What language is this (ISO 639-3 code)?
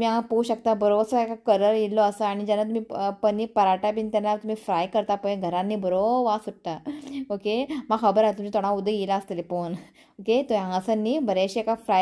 kok